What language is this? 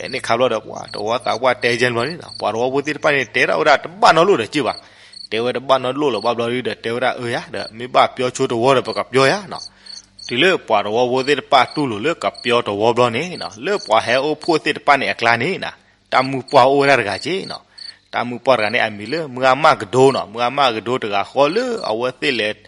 S'gaw Karen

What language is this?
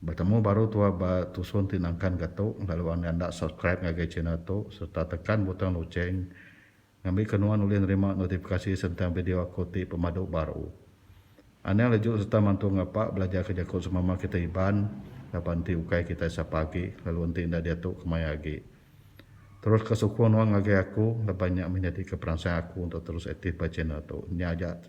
Iban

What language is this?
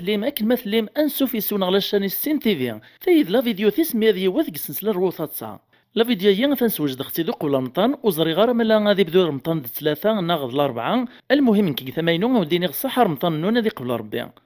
Kabyle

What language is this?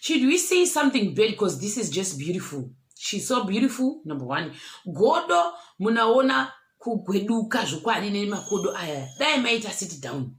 Shona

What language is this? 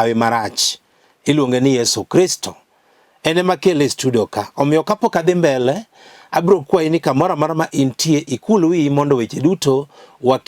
Luo (Kenya and Tanzania)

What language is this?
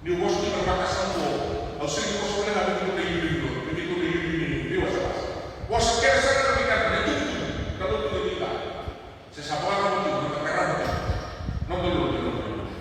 Fijian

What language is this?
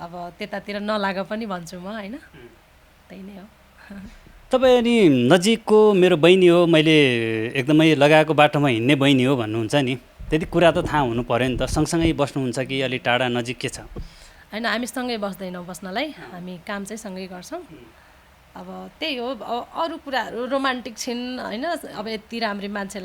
Nepali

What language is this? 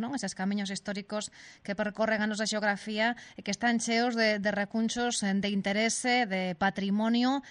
Galician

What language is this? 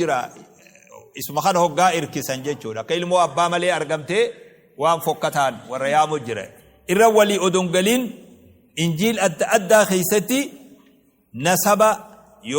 Oromo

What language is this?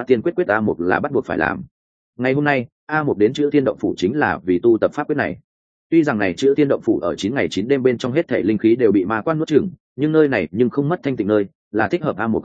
Vietnamese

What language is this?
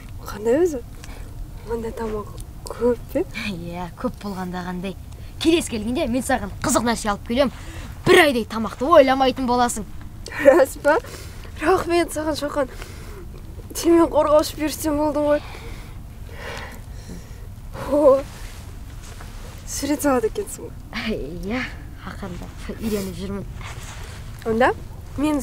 Kazakh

